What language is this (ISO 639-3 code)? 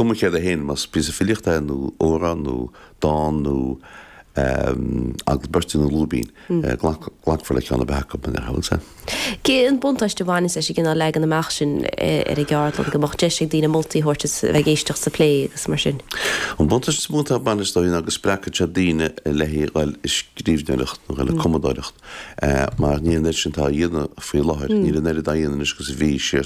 gle